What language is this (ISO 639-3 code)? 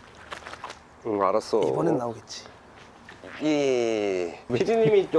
kor